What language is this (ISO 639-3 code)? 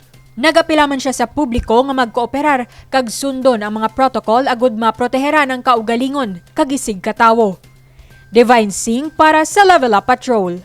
hil